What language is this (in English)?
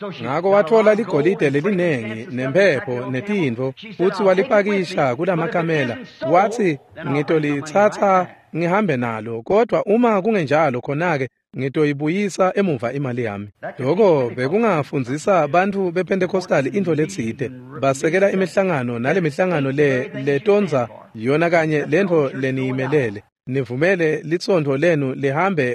Swati